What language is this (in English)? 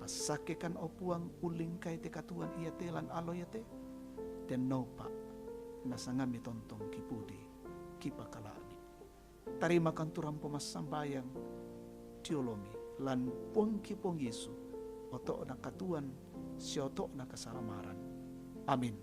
Toraja-Sa'dan